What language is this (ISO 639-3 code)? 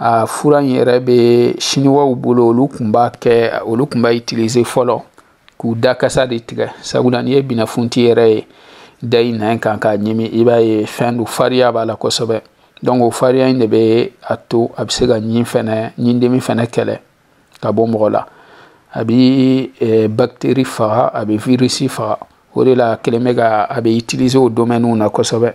bam